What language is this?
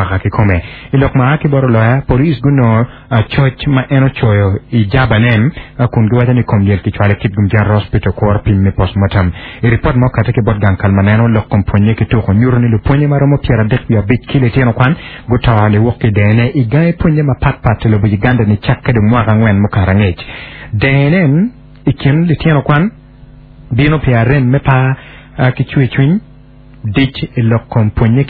Acoli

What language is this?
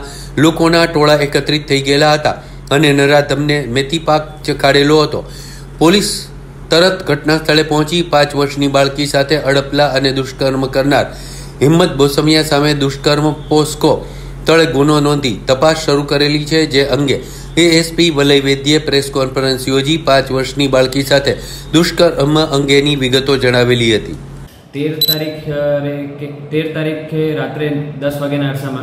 Gujarati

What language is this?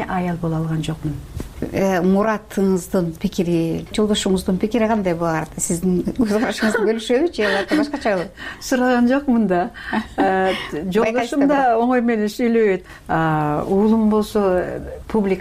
Kyrgyz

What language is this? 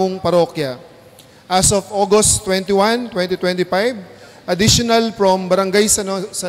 Pampanga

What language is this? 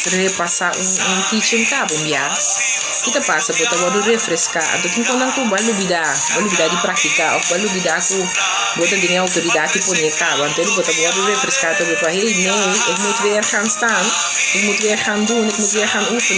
Papiamento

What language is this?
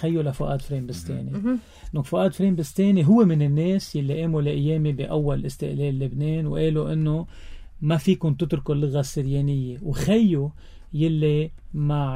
North Levantine Arabic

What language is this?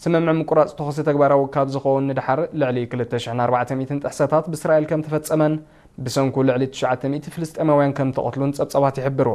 Tigrinya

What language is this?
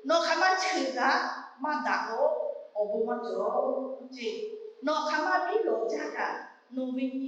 Lahu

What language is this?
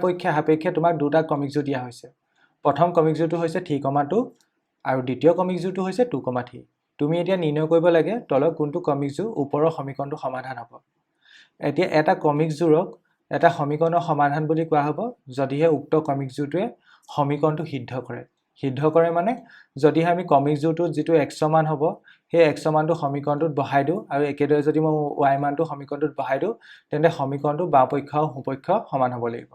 Assamese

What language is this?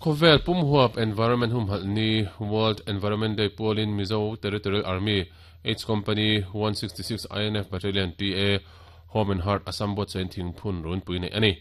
Mizo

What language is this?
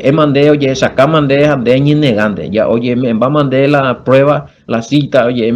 Guarani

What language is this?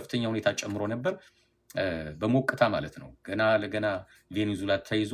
Amharic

